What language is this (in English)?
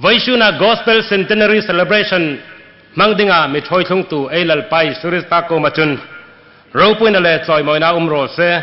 Hmar